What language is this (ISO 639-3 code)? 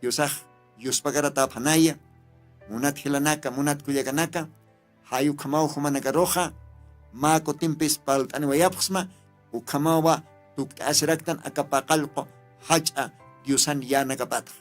aym